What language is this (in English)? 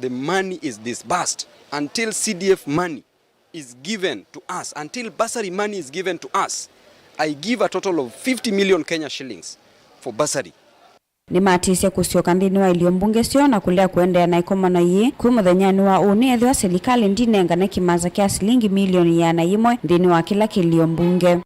Kamba